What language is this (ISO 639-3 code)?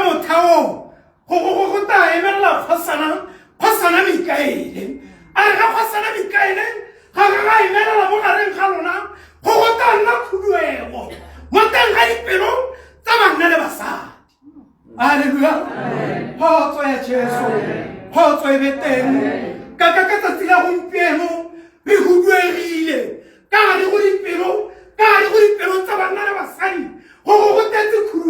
tsn